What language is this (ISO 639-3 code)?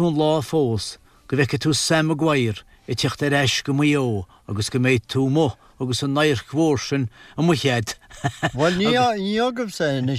gle